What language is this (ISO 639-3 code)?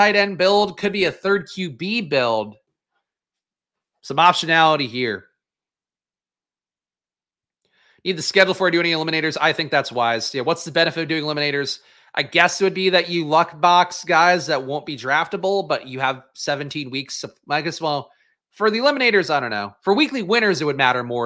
eng